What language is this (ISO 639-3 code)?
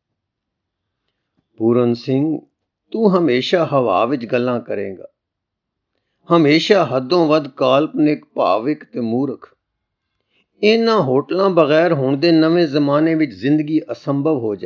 pan